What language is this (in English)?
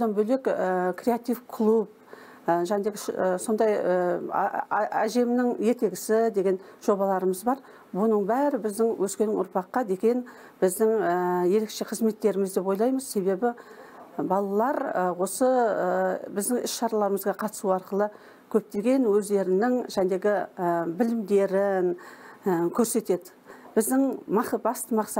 Kazakh